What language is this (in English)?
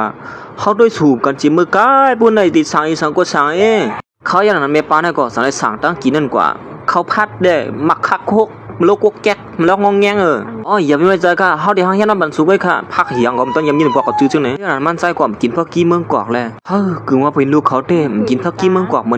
Shan